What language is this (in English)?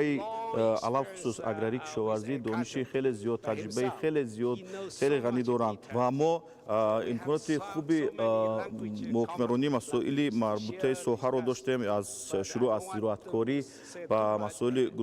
Tajik